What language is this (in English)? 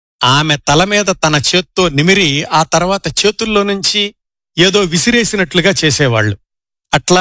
Telugu